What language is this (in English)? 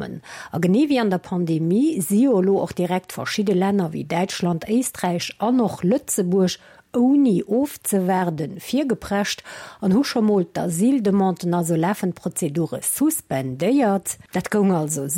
Luxembourgish